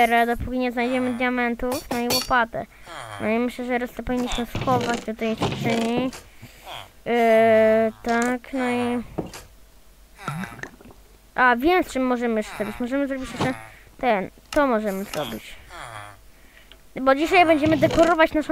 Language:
Polish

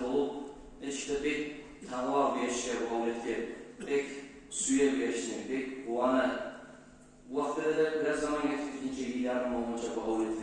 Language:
Kumyk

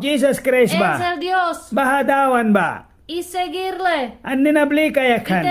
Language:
Mískito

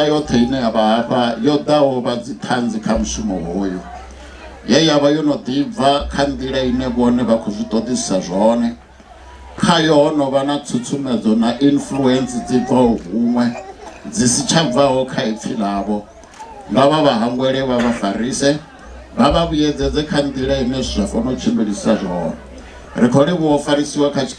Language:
Venda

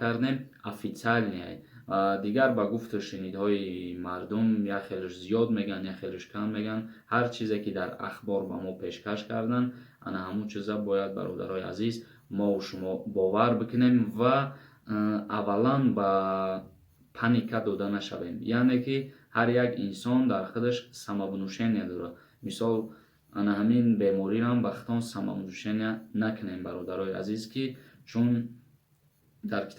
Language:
Tajik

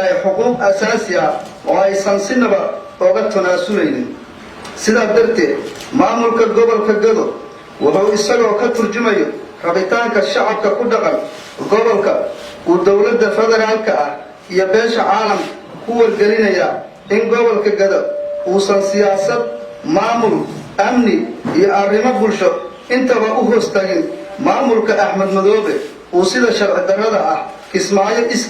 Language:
Somali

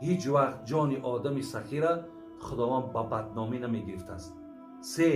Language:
Tajik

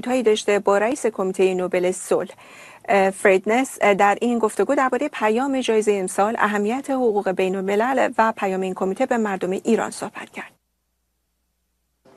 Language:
Persian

